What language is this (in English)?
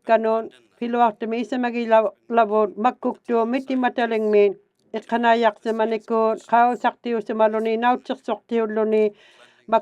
Inuktitut